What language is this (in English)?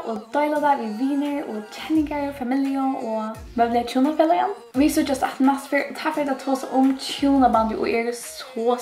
Faroese